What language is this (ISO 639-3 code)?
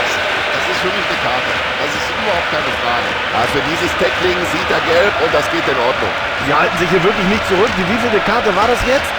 bar